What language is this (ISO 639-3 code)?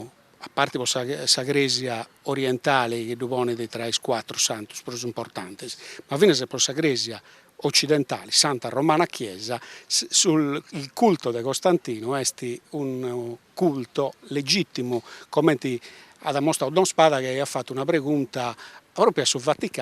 srd